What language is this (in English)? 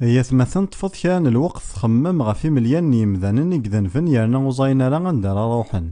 Kabyle